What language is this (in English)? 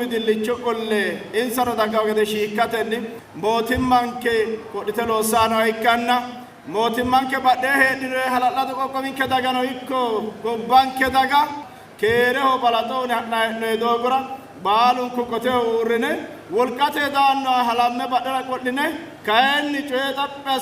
Sidamo